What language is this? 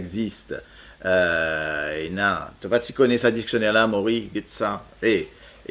Morisyen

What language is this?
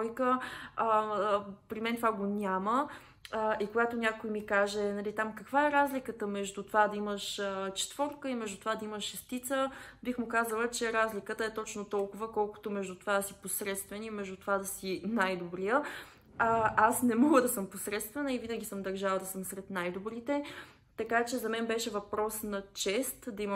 Bulgarian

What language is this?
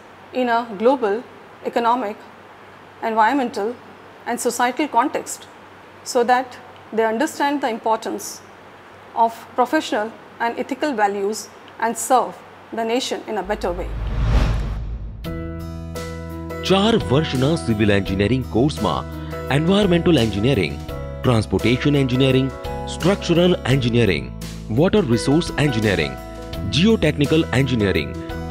Gujarati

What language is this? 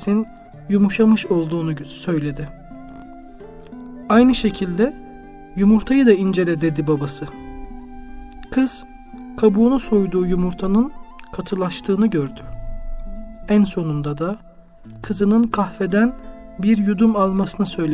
Turkish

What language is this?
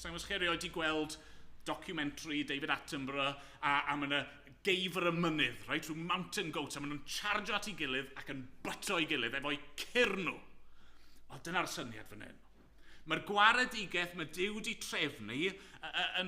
Welsh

